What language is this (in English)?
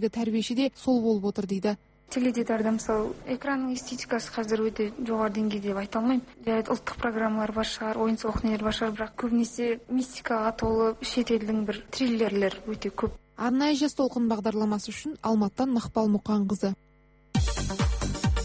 Kazakh